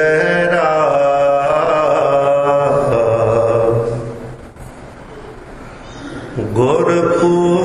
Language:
Punjabi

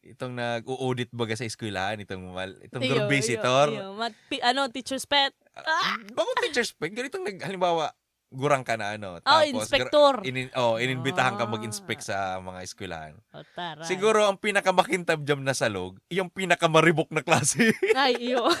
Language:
Bikol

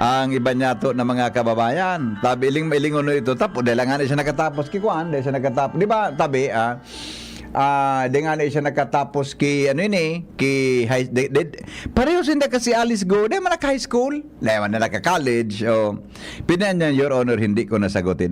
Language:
Bikol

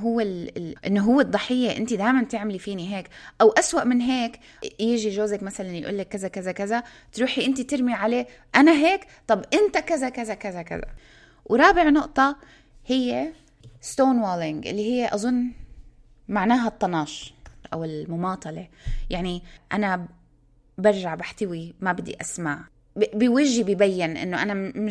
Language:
North Levantine Arabic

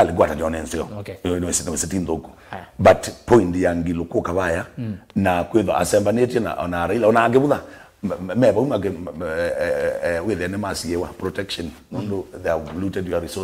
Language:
Kamba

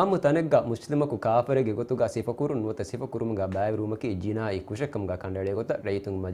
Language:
Divehi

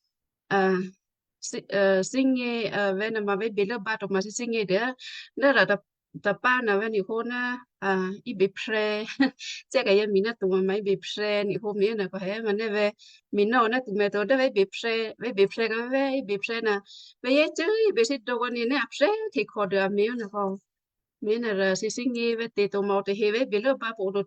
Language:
Western Kayah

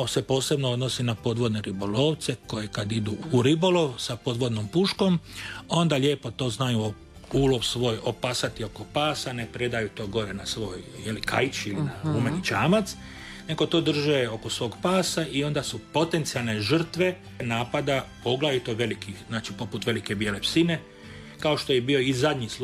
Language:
Croatian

